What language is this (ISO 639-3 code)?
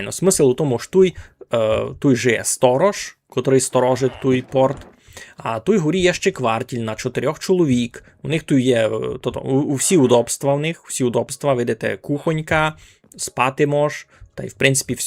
rue